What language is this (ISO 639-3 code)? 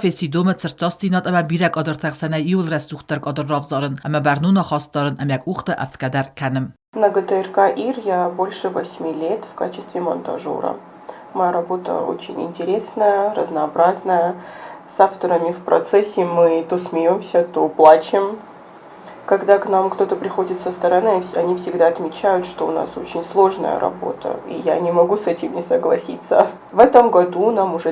oss